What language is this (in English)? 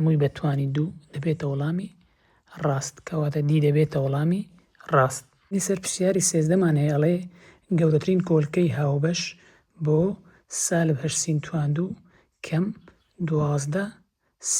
Central Kurdish